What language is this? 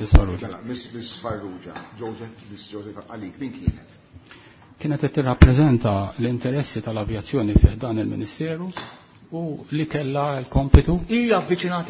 Maltese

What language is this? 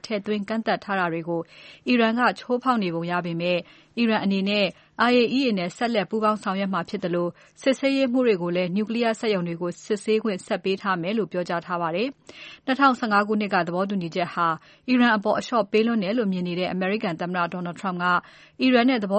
Burmese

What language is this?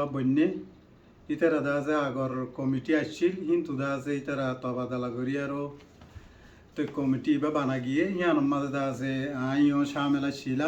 Rohingya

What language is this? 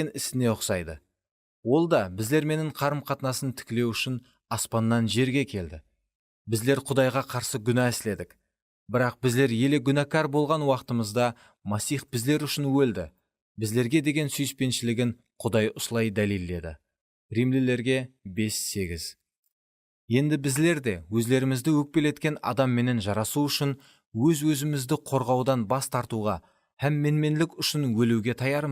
Kara-Kalpak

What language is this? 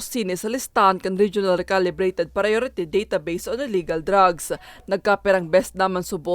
Bikol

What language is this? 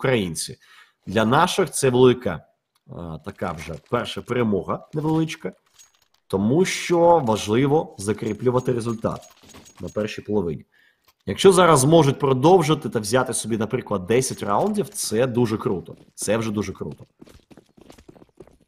Ukrainian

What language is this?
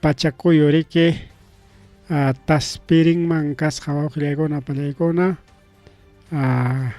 Ayacucho Quechua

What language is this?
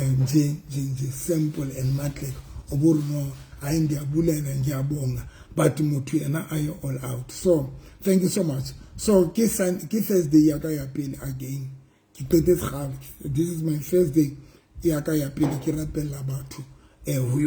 Southern Sotho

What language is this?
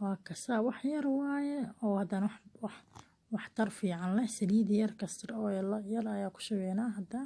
Somali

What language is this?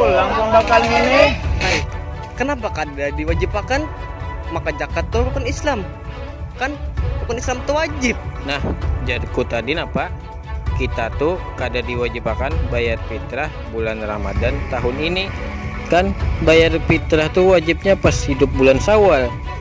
Banjar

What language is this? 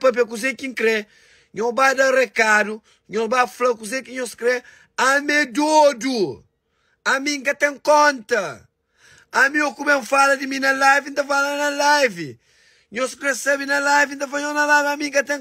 Kabuverdianu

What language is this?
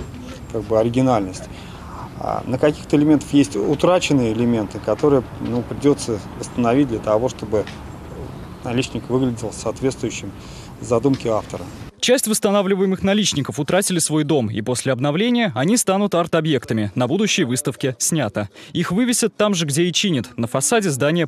Russian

